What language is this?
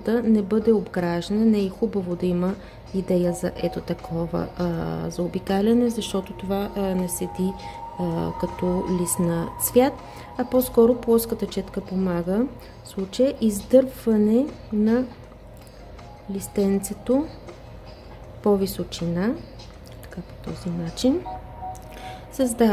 Bulgarian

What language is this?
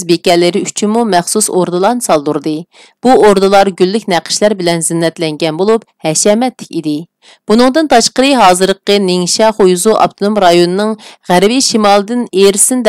Uyghur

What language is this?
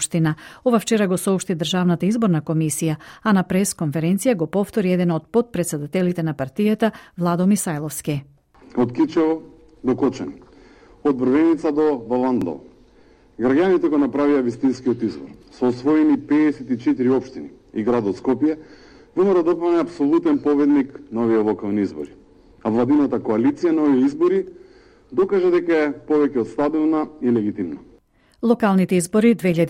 Macedonian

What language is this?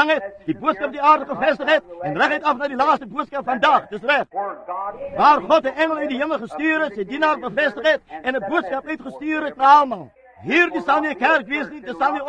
Afrikaans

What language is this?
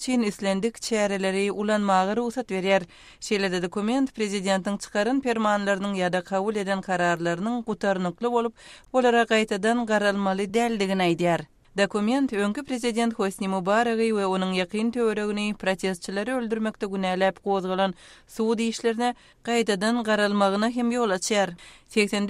Turkmen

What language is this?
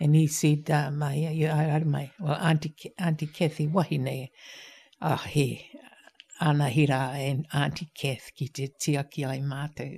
Māori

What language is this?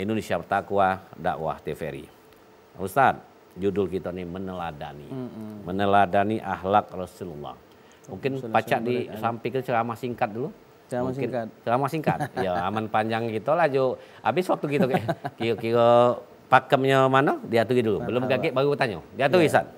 Musi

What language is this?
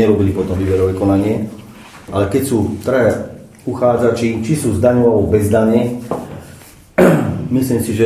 Slovak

